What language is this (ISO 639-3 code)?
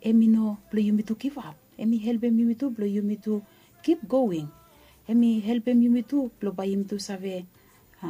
bis